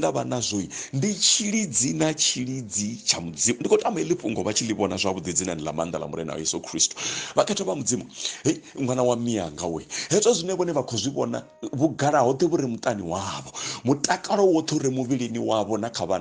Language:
Venda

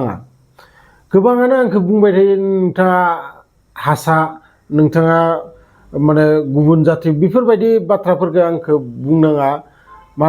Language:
Bodo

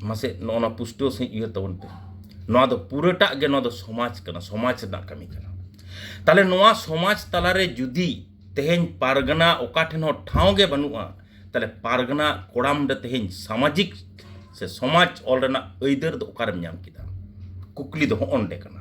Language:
Santali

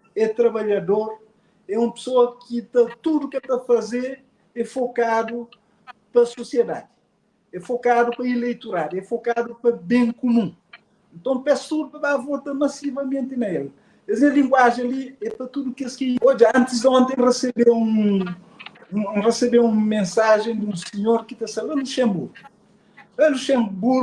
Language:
Kabuverdianu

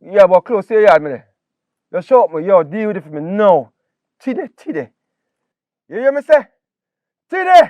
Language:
Jamaican Creole English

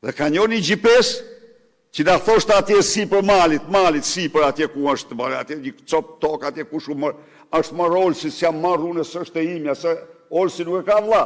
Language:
Albanian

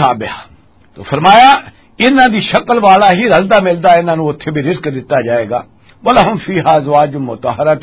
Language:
Western Panjabi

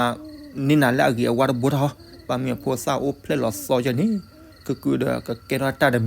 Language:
S'gaw Karen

